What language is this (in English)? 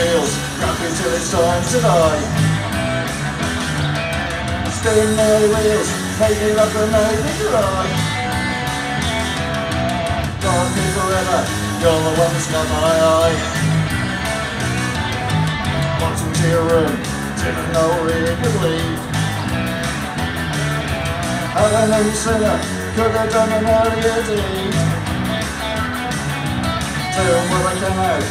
English